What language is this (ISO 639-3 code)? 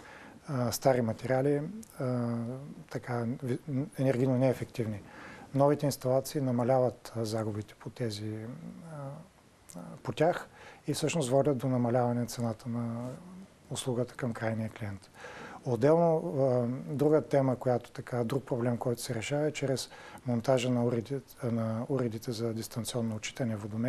bul